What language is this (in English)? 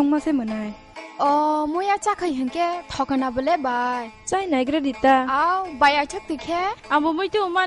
Kok Borok